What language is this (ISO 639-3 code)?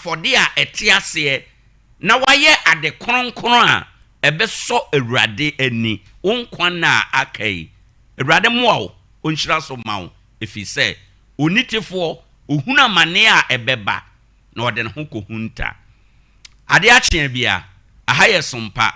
aka